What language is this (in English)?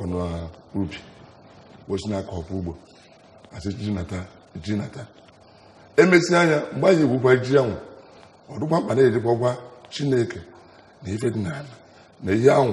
Igbo